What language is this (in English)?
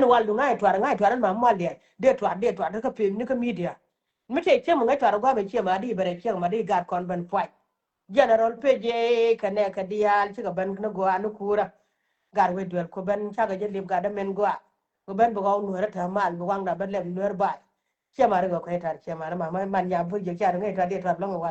Nuer